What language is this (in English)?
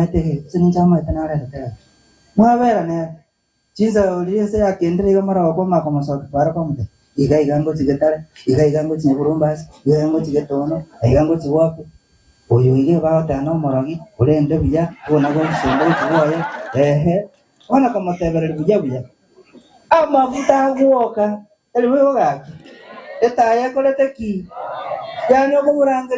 Gusii